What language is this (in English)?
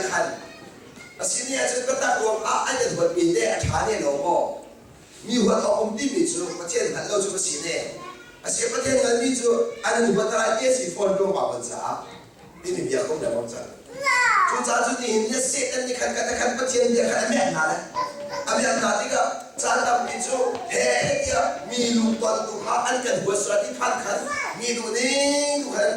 Hakha Chin